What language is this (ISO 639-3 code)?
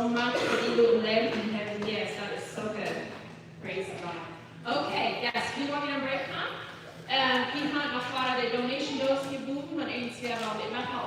pdt